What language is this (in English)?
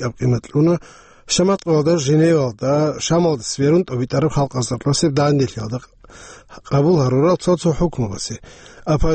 Avaric